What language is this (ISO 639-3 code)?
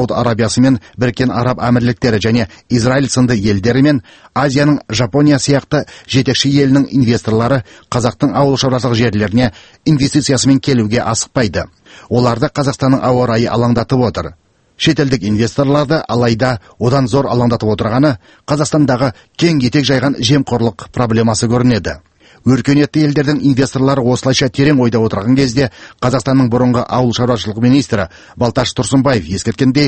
kaz